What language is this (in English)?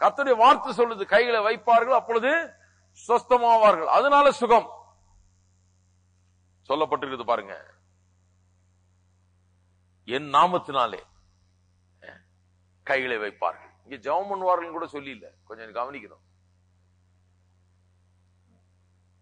Tamil